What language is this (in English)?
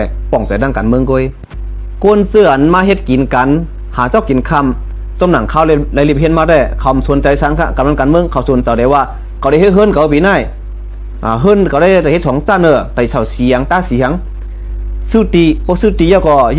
Shan